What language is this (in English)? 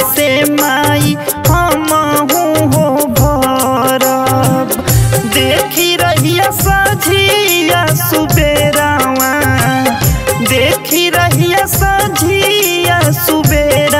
Bhojpuri